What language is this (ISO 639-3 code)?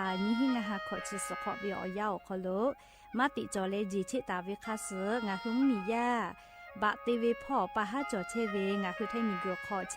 lhu